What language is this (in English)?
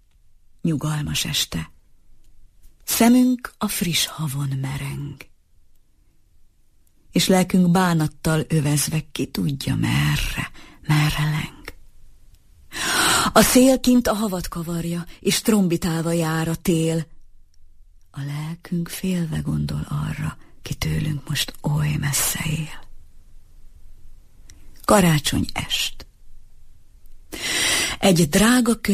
Hungarian